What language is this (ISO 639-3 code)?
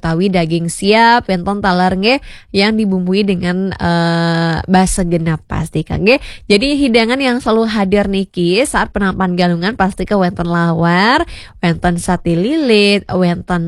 ban